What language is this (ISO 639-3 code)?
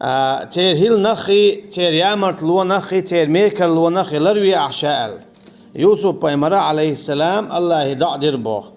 che